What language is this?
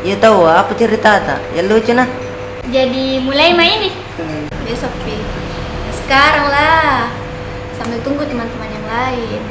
Makassar Malay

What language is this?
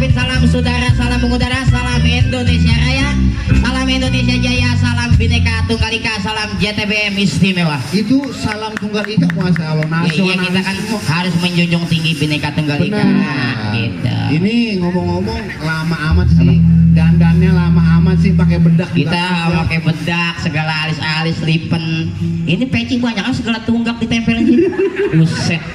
Betawi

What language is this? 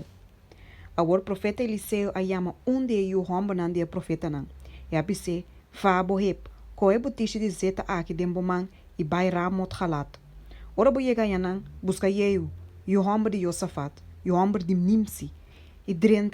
Papiamento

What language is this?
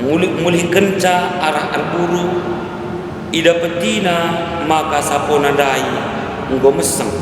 Batak Karo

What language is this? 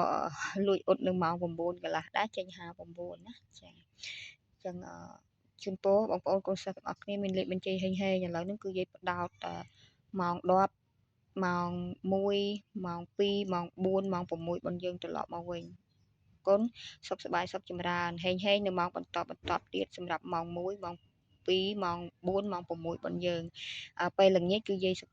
Khmer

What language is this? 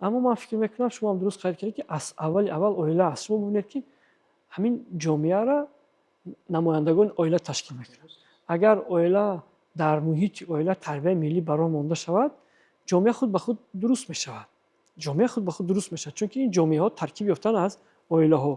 Tajik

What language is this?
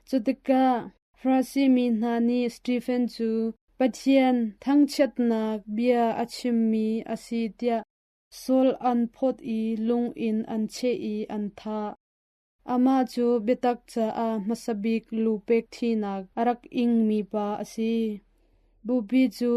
Hakha Chin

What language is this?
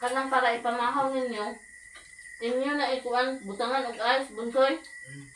Cebuano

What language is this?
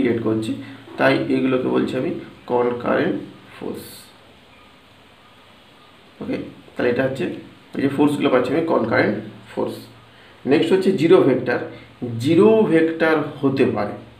Bangla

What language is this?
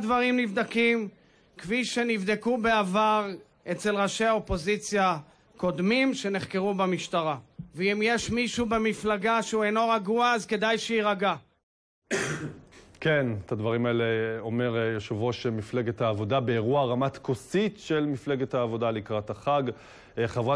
Hebrew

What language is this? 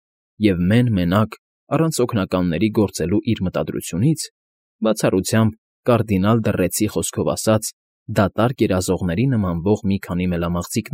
Armenian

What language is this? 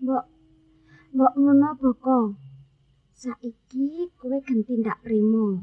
Javanese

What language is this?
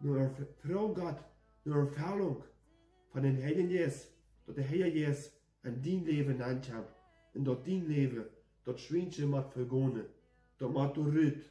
Plautdietsch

